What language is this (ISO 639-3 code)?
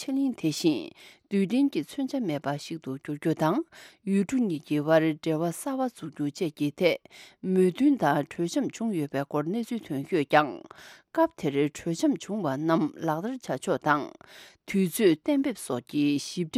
bod